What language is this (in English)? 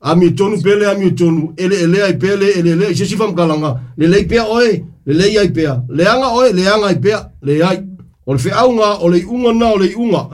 Samoan